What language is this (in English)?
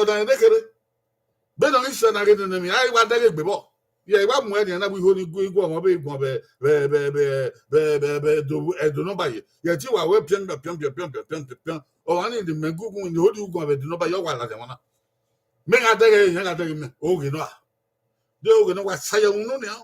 Bini